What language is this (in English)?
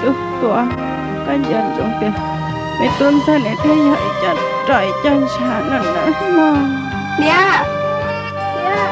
Hmong